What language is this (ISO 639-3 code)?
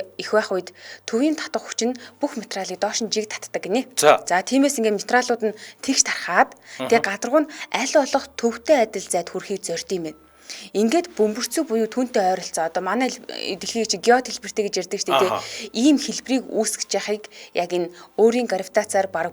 mon